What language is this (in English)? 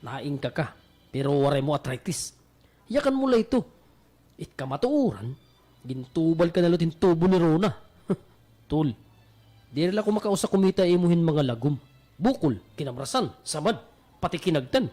Waray